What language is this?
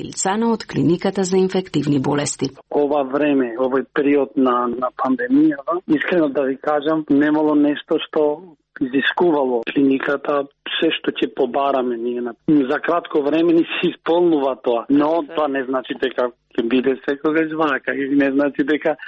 Macedonian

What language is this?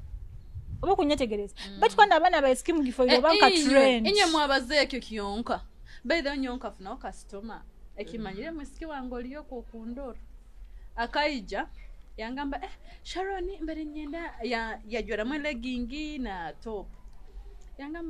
Nyoro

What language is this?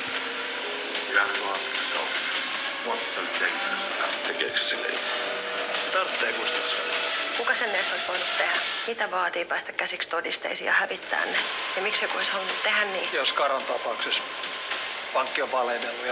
Finnish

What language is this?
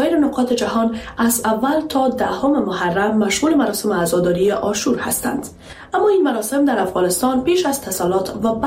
Persian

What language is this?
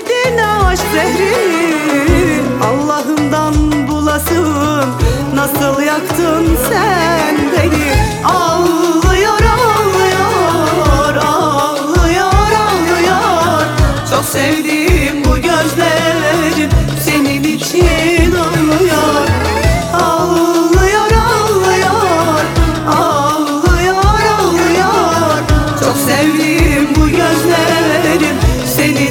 Turkish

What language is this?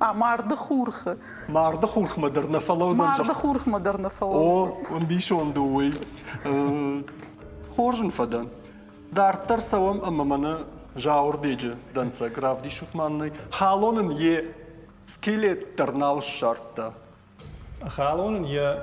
Ossetic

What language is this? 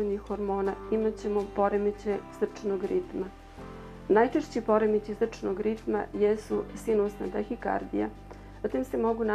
Serbian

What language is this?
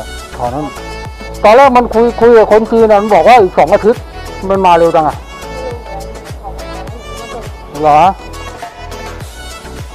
Thai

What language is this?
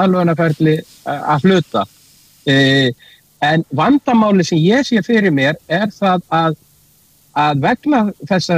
Icelandic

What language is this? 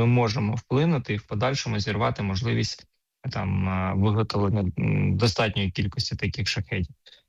Ukrainian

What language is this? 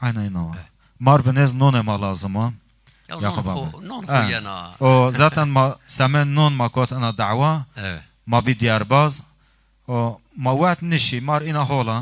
Zaza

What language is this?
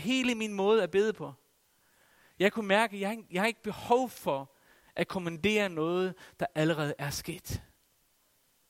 Danish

